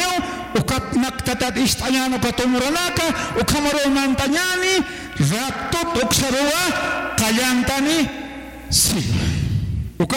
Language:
Aymara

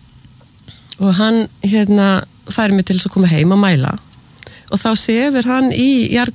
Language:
Icelandic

